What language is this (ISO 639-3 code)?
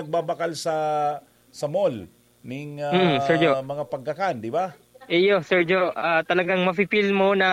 bik